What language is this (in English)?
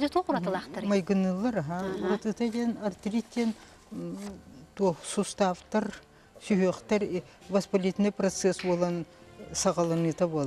Yakut